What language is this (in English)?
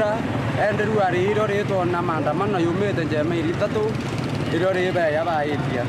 Meru